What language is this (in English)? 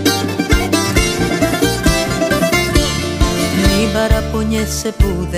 Greek